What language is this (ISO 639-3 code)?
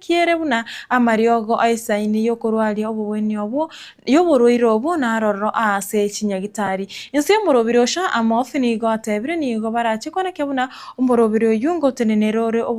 guz